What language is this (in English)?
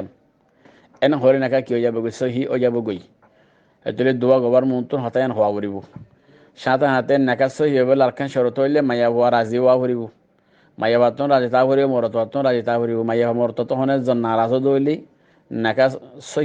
Rohingya